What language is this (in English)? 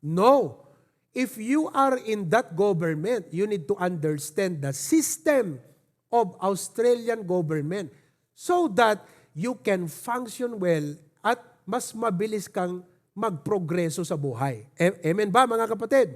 Iloko